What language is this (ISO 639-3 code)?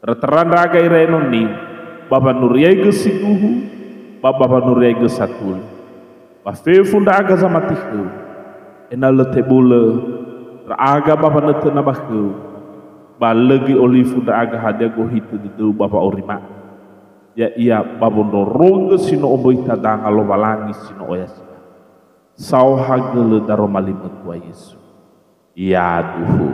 nia